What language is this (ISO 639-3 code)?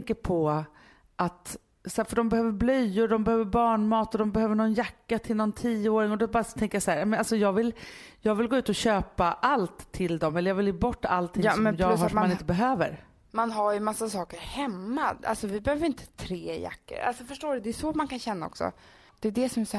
swe